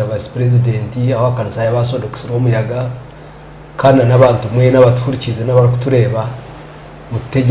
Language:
Nyankole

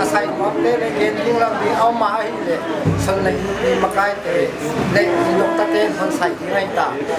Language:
Paite Chin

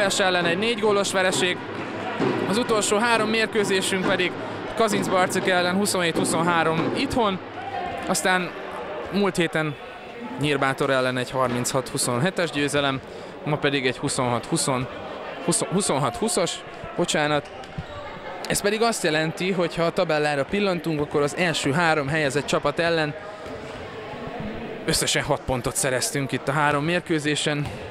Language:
Hungarian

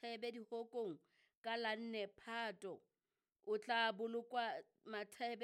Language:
Southern Sotho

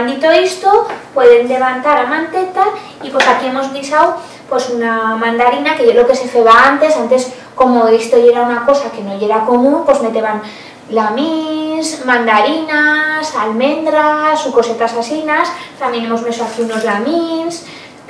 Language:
Aragonese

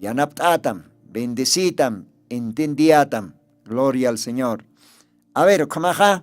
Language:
Aymara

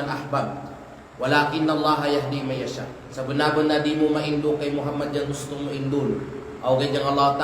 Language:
Kalagan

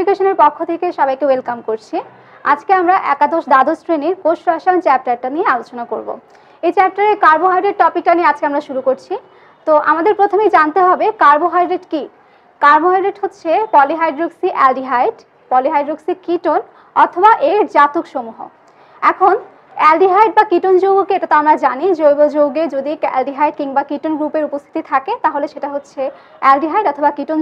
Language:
Bangla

